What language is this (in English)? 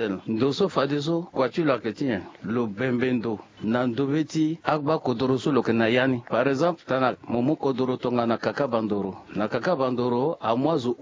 Sango